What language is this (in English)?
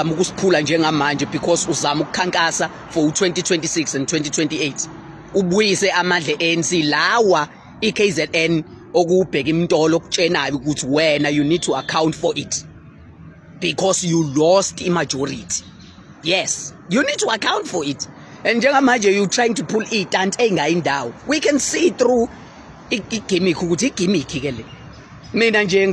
Zulu